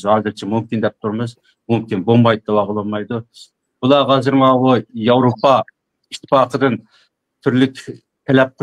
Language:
Uyghur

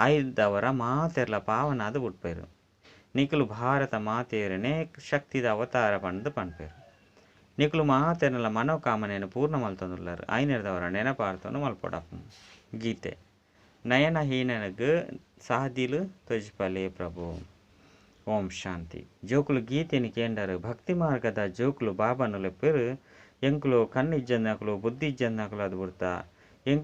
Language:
Tulu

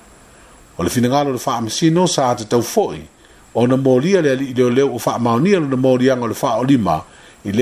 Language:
Samoan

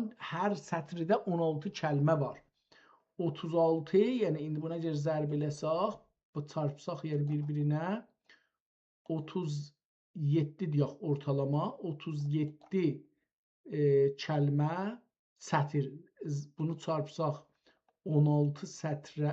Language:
South Azerbaijani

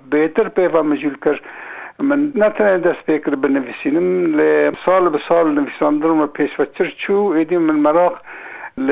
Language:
Kurdish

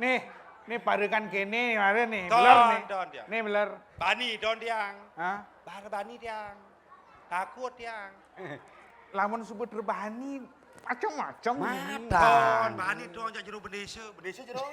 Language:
Balinese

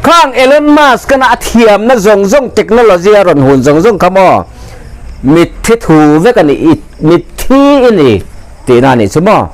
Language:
Mizo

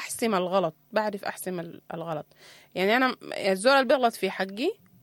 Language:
Sudanese Arabic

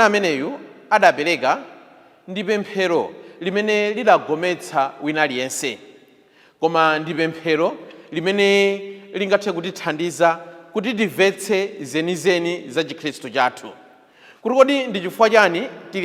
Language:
Nyanja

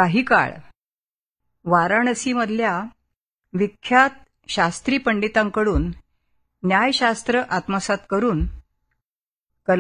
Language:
Marathi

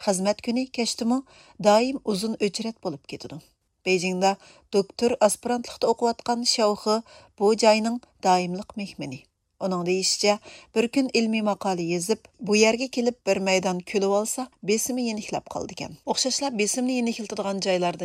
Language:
Uyghur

